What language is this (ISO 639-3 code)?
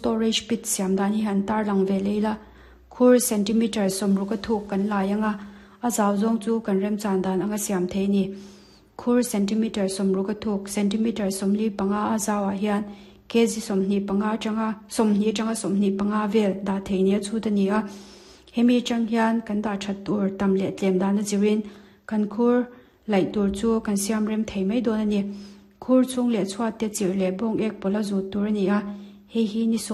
lus